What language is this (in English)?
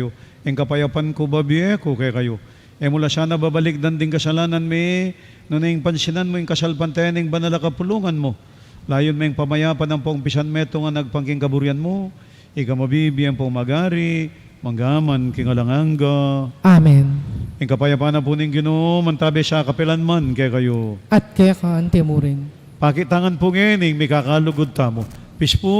Pampanga